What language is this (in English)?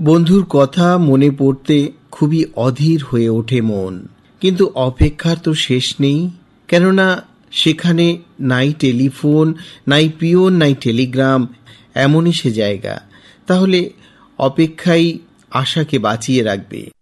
Bangla